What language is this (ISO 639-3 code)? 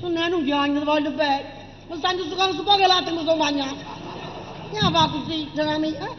nap